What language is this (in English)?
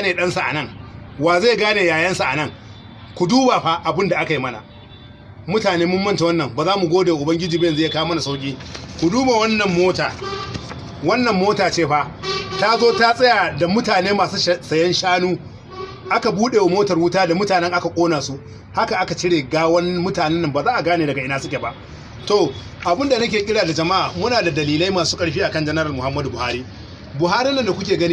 Hausa